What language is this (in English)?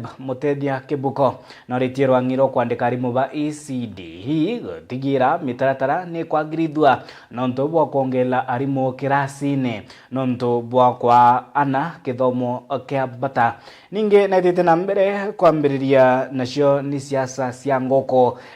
Meru